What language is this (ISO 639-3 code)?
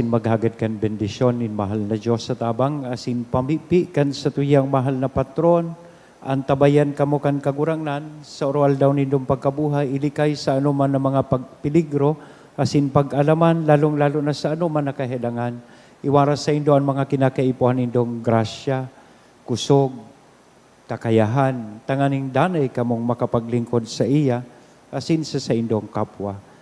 bik